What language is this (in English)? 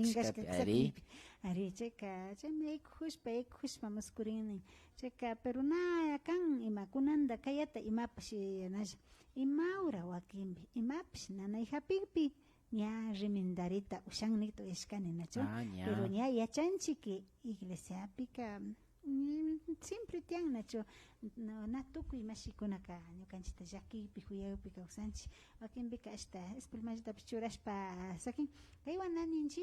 Imbabura Highland Quichua